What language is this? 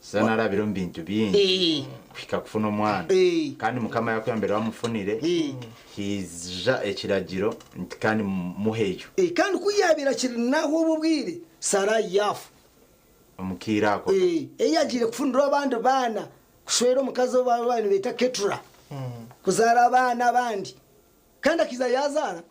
Nyankole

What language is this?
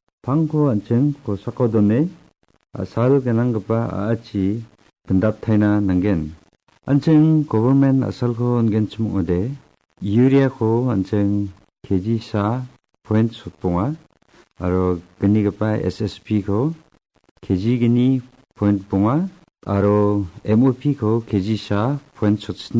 Garo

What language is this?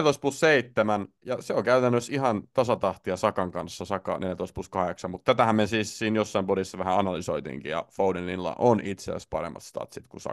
Finnish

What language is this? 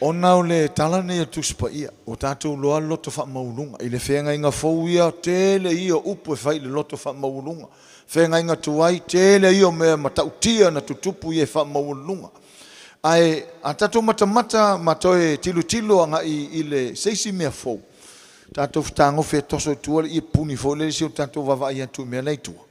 Samoan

